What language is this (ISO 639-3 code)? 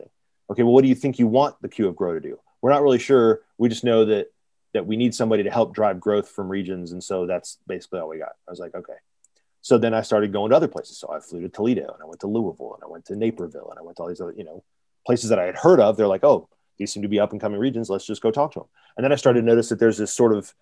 eng